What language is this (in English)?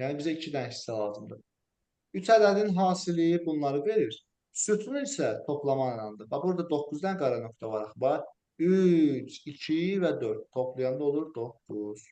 Azerbaijani